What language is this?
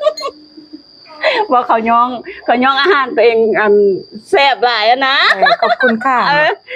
Lao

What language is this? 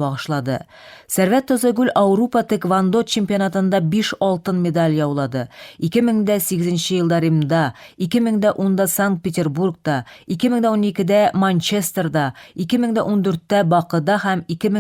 Tatar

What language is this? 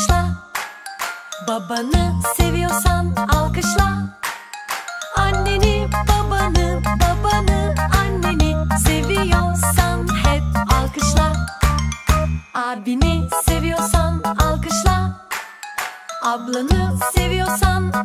Turkish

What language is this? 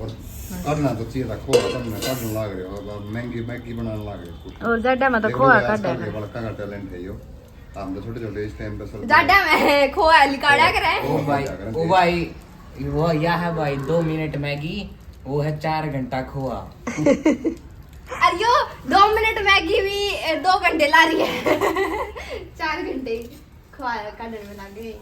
Haryanvi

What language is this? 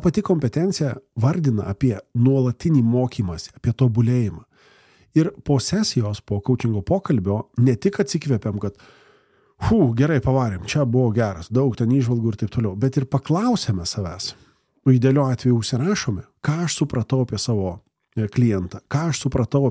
Lithuanian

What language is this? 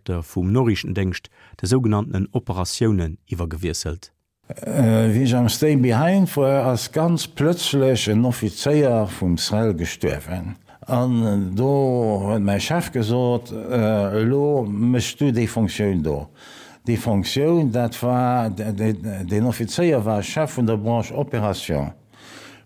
Luxembourgish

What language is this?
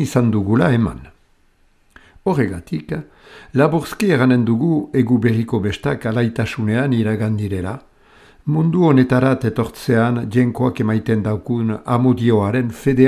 Basque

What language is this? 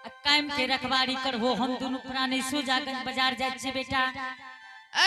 Angika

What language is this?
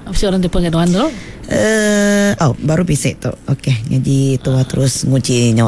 Iban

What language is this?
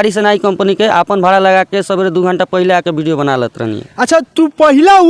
Bhojpuri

